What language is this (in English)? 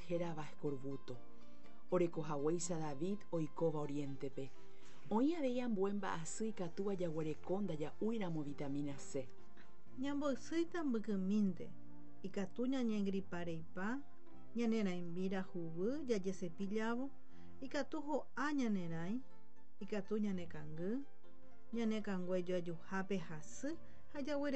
Guarani